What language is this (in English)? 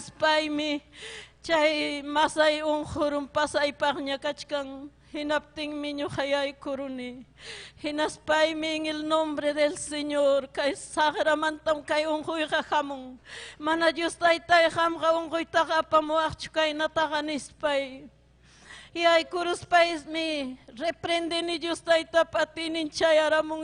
Ayacucho Quechua